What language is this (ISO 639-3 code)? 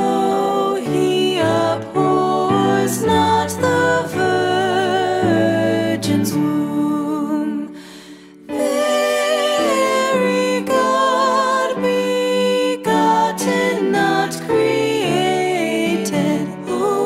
eng